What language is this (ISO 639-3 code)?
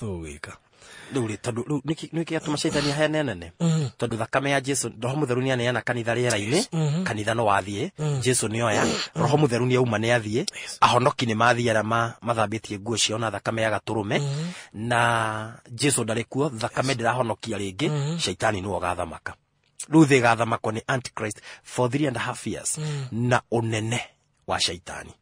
kik